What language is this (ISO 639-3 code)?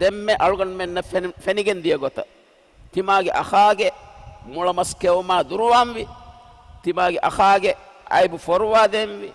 div